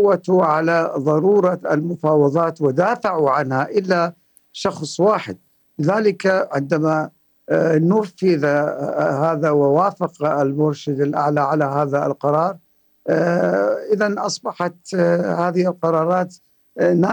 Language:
Arabic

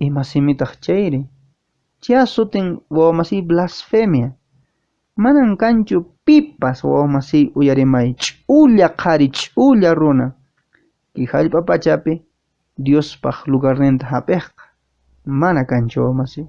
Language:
Quechua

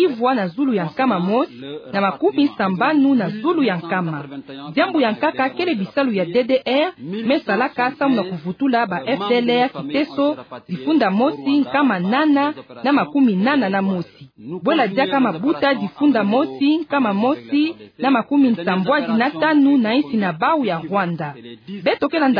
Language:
Kituba (Democratic Republic of Congo)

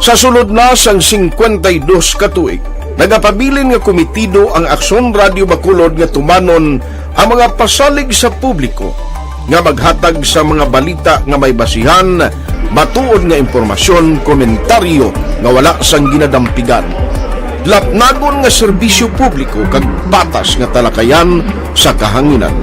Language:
Hiligaynon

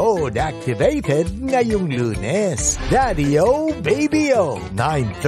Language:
Filipino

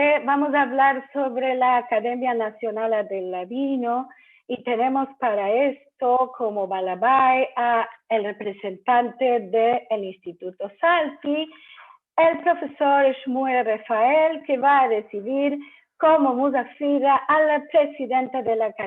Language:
Ladino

